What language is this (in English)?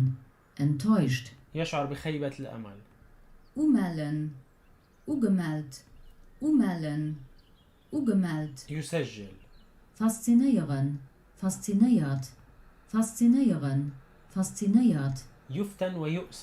North Levantine Arabic